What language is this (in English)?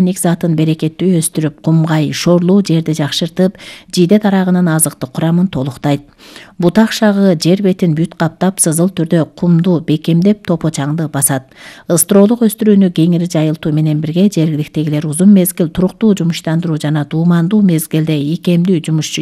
Kyrgyz